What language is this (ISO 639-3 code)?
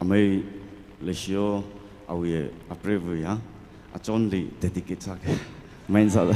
nmf